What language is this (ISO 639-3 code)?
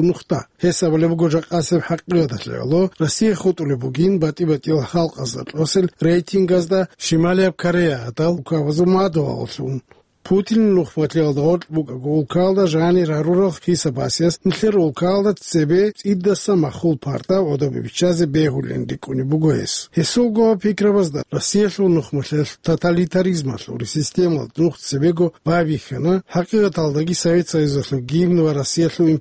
ava